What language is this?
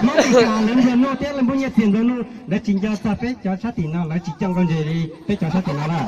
Hmong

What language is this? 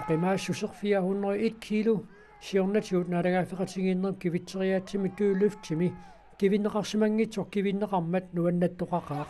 Kalaallisut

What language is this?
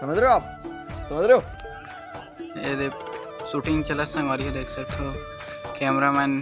Chhattisgarhi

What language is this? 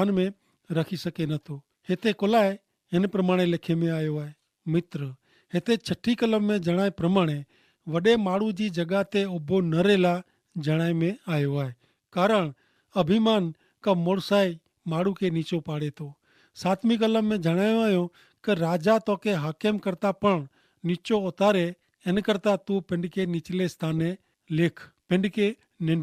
Kachhi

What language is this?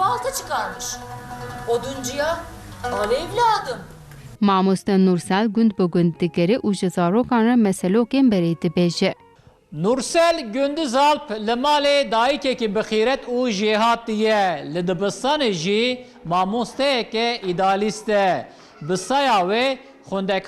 Kurdish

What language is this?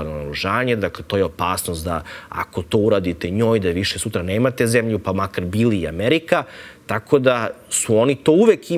Serbian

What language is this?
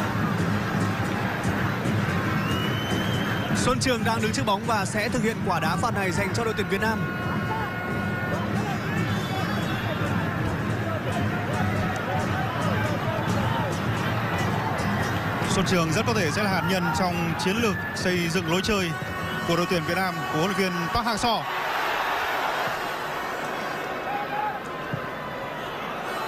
Vietnamese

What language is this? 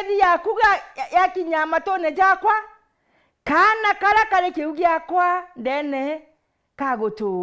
Meru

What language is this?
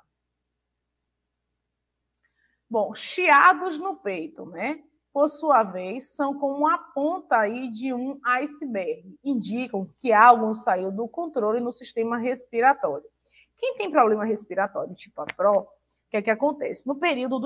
Portuguese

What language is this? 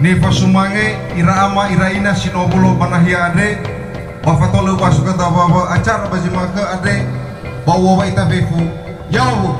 Nias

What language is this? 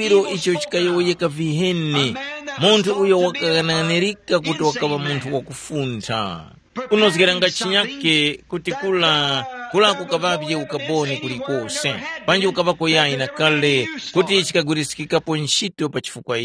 Tumbuka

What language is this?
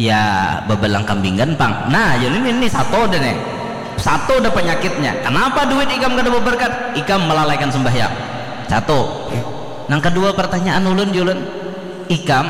Banjar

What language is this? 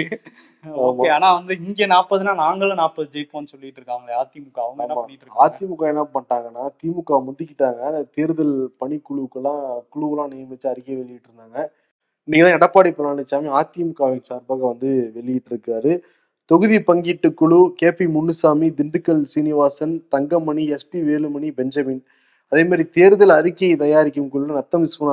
Tamil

